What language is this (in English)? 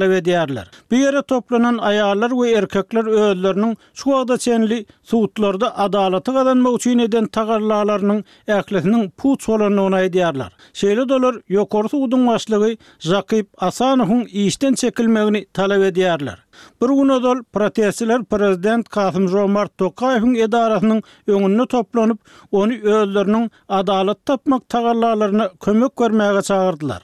Turkmen